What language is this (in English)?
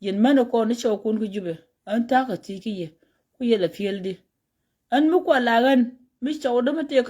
Nuer